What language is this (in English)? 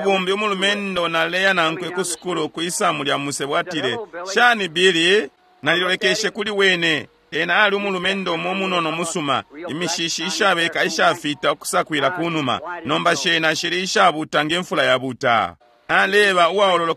Bemba